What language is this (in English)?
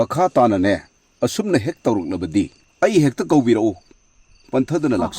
Manipuri